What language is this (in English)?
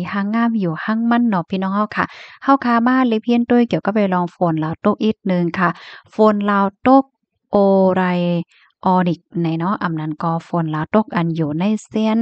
Shan